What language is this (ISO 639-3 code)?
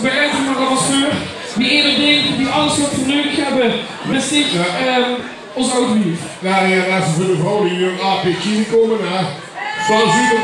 lim